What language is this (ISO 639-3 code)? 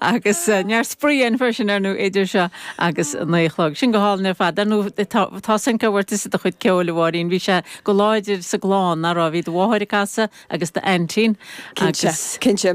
gle